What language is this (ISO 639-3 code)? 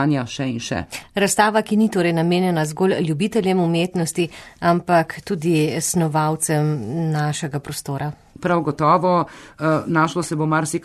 slv